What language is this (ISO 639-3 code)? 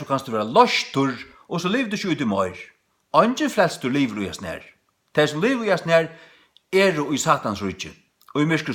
fao